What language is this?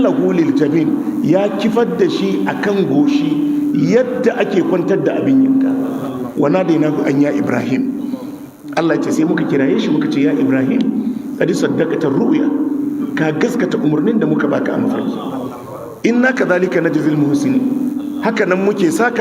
Hausa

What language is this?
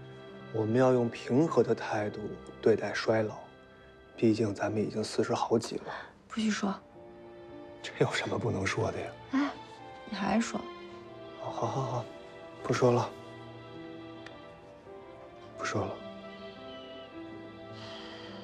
Chinese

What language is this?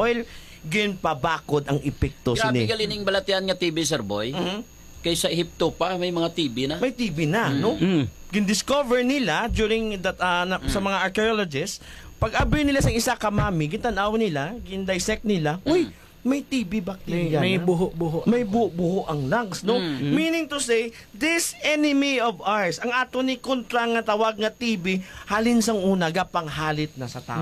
Hiligaynon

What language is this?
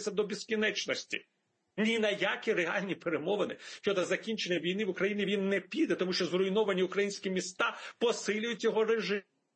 Ukrainian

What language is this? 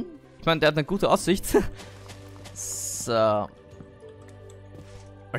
German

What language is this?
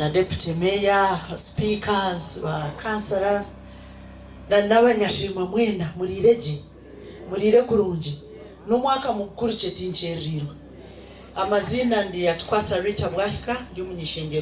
Nyankole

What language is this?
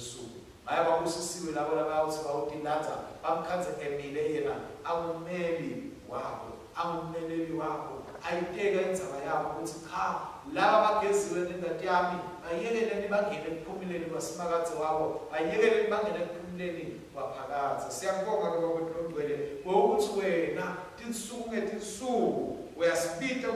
Swati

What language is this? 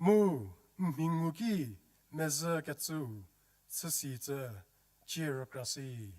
Angami Naga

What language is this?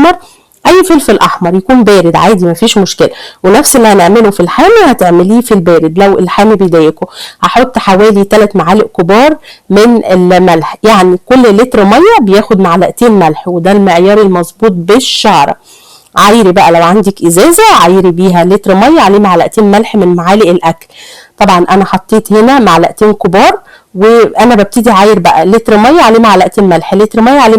Egyptian Arabic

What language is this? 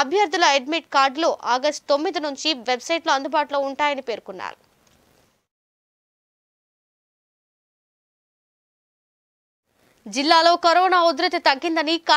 Telugu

